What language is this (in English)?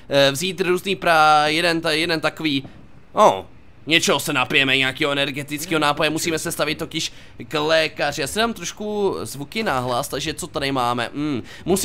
Czech